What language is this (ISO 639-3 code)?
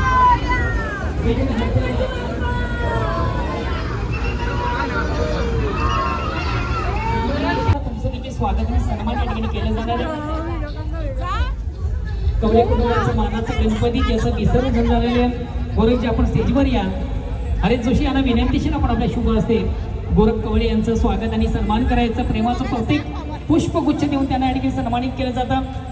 mar